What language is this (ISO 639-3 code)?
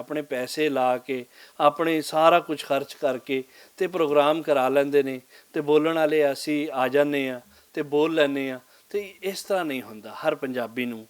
lah